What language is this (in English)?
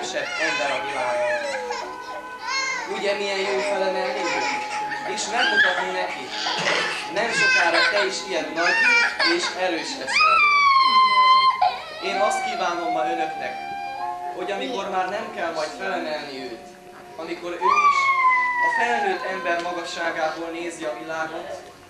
Hungarian